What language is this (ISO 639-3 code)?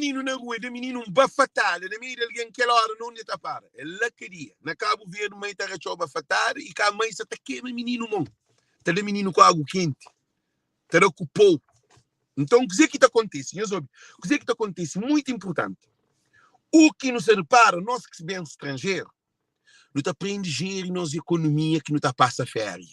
kea